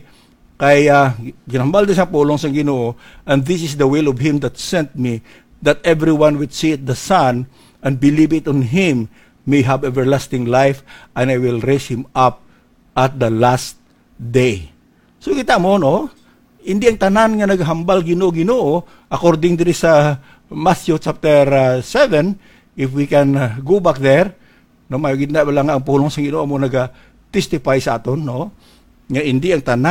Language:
Hiligaynon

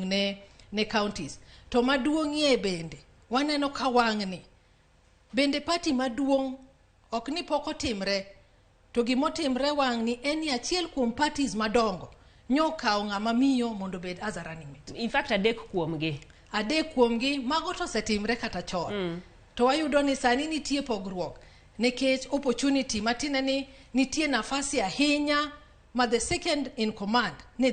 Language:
Luo (Kenya and Tanzania)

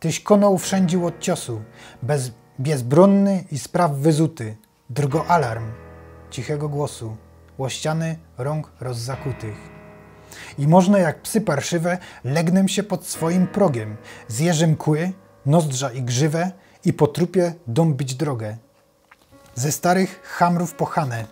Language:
Silesian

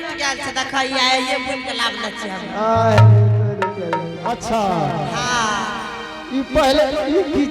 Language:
Angika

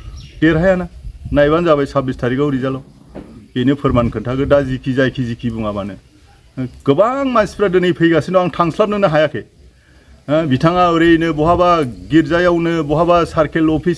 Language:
Bodo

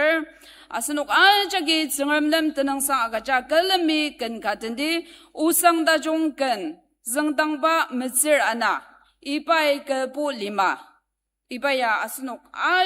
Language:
Ao Naga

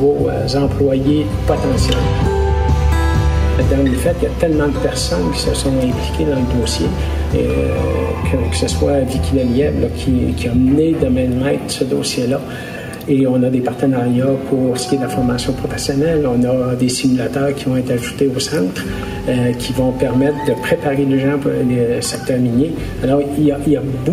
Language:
French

